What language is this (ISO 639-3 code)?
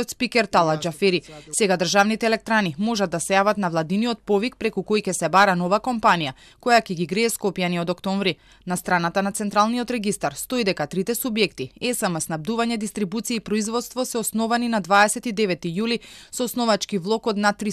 mkd